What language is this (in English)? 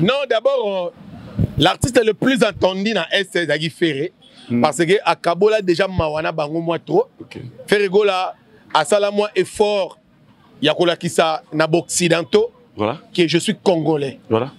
Lingala